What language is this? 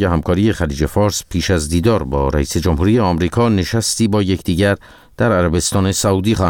Persian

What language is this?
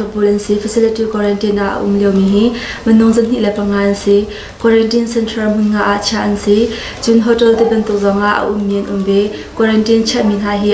Hakha Chin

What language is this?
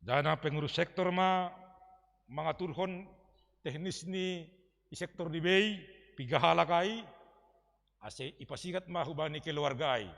Batak Simalungun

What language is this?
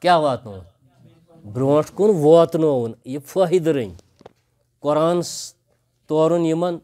Kashmiri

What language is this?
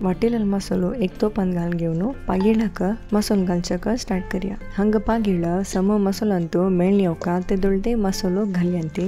Konkani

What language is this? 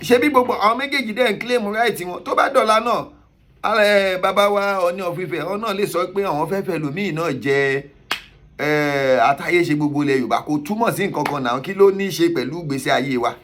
Yoruba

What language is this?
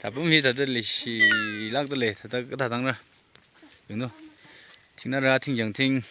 Tangkhul Naga (India)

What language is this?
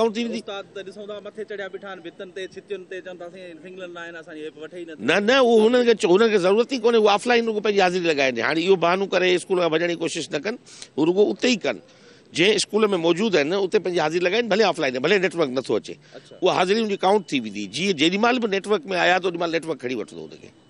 Sindhi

